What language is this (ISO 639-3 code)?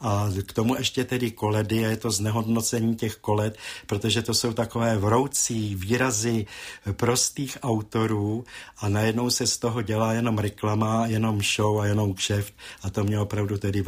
ces